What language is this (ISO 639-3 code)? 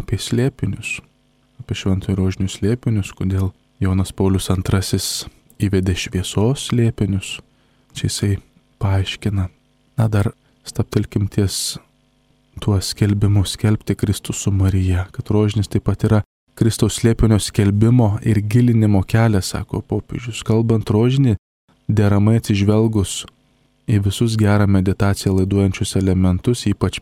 lit